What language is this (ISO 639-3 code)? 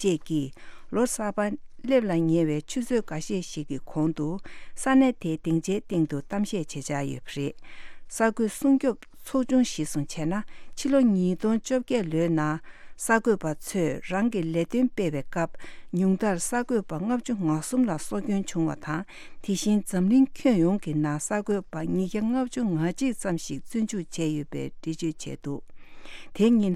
bod